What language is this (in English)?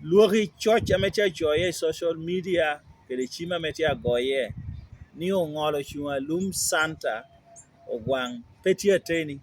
Lango (Uganda)